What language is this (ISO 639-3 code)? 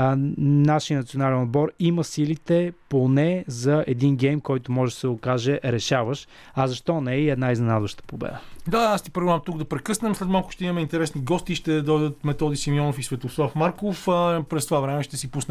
bul